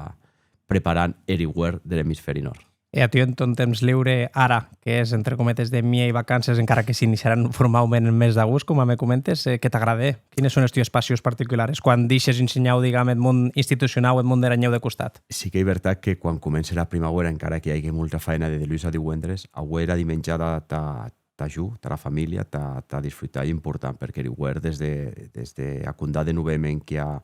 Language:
Occitan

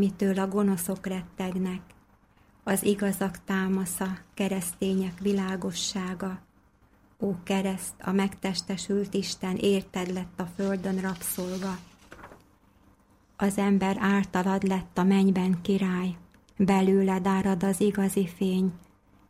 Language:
Hungarian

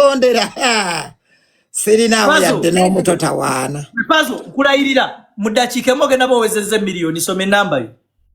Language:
Ganda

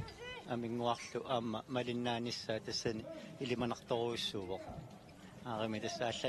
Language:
Kalaallisut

